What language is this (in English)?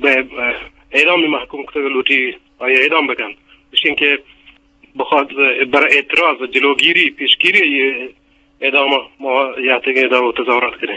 Eastern Balochi